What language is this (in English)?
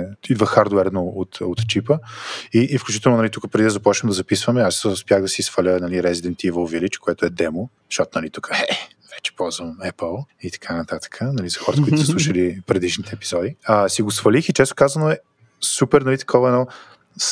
Bulgarian